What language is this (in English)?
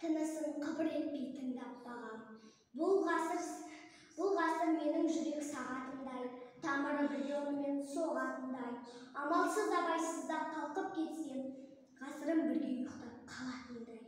Kazakh